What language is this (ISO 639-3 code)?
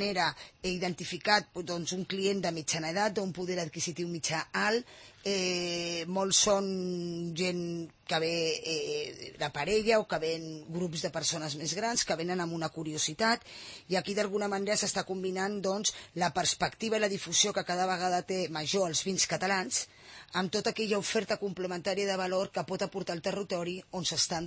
cat